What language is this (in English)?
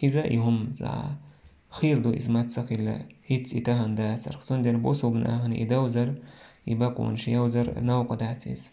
Chechen